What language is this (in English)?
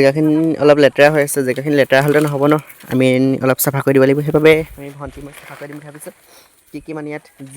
Assamese